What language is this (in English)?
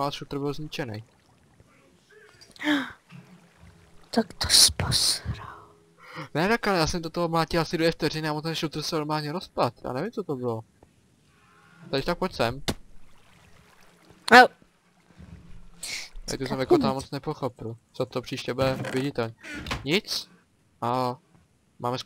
Czech